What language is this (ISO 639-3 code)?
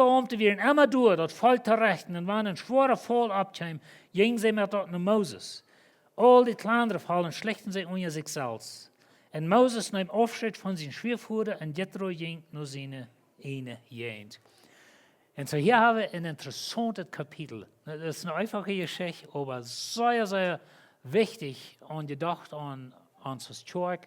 pdt